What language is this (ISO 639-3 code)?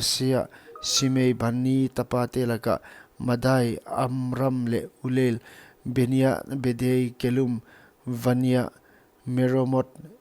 pck